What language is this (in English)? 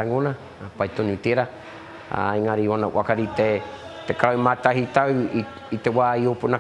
Māori